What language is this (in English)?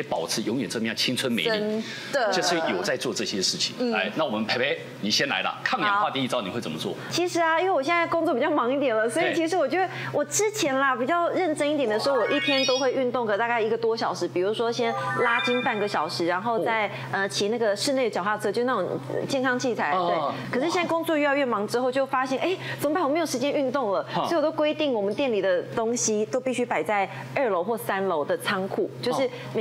Chinese